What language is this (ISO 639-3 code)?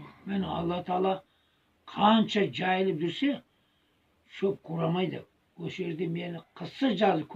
kaz